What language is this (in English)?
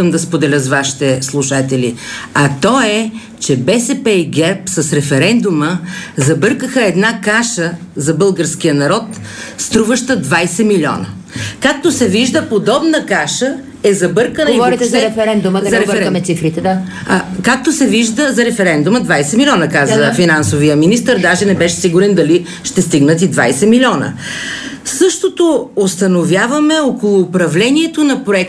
Bulgarian